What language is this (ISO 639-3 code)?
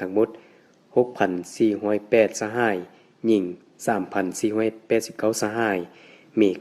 lao